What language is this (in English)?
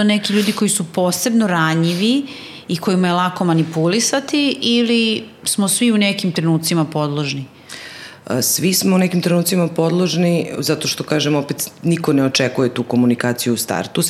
Serbian